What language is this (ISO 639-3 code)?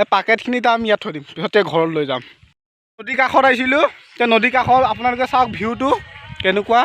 asm